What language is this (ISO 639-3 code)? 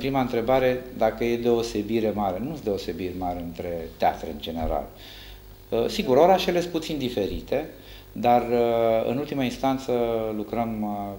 ron